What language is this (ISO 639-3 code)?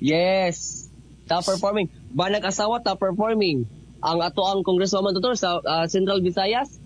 ceb